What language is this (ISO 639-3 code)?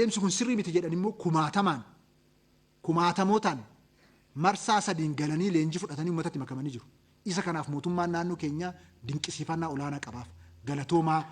orm